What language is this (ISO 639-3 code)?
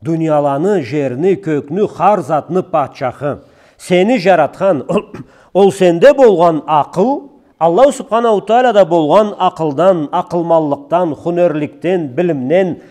krc